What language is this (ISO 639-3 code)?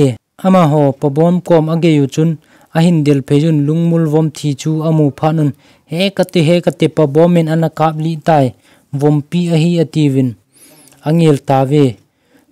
tcz